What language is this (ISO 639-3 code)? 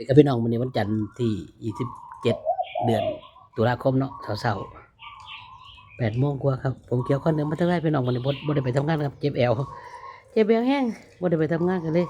tts